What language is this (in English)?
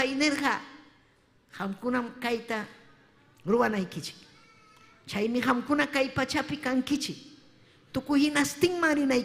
Ayacucho Quechua